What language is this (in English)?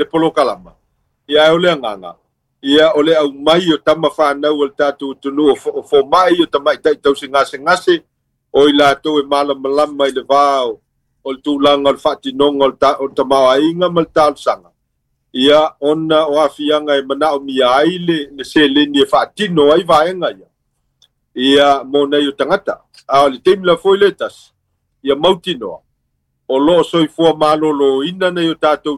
Samoan